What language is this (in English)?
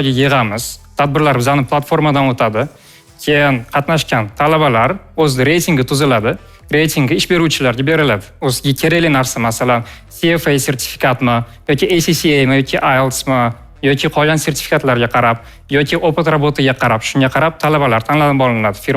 Uzbek